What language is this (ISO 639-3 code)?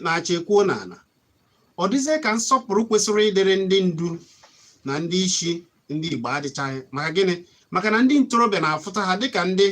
ibo